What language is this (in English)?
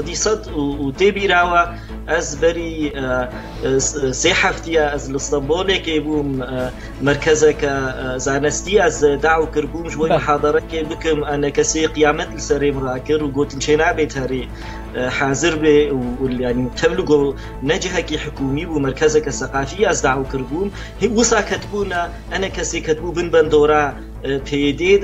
Kurdish